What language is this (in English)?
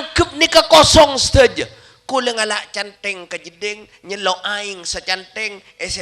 Madurese